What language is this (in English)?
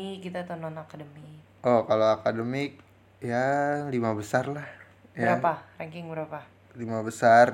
Indonesian